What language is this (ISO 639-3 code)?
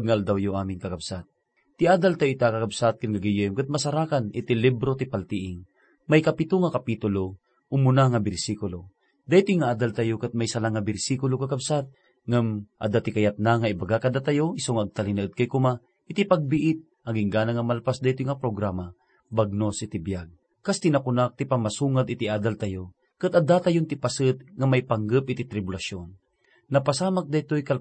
ilo